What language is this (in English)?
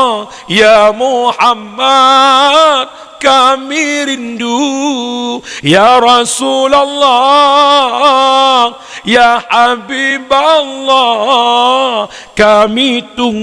Achinese